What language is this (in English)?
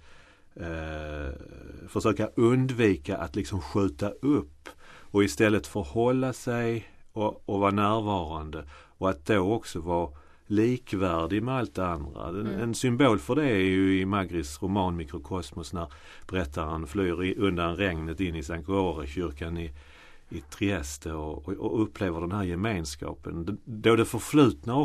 Swedish